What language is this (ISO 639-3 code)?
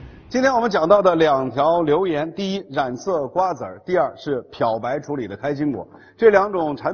zho